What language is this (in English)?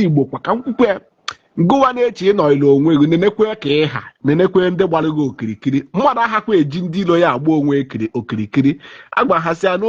Igbo